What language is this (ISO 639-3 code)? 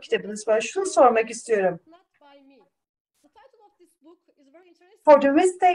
tur